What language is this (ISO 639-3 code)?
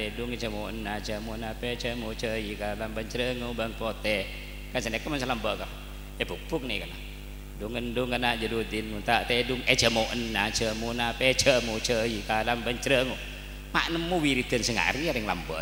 mad